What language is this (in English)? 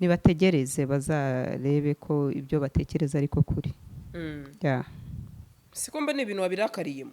Kinyarwanda